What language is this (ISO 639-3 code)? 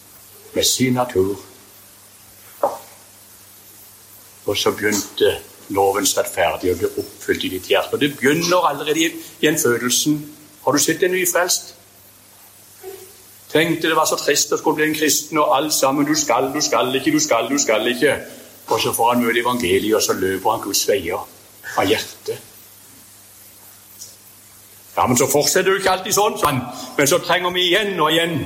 nor